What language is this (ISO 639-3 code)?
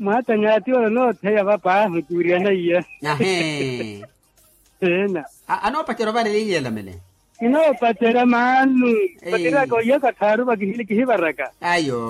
vmw